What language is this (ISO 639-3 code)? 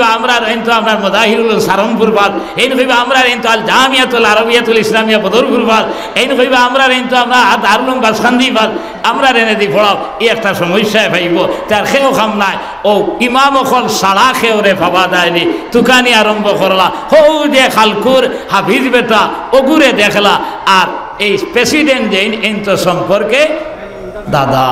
syl